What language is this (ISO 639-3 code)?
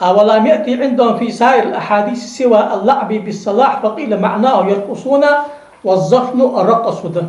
inh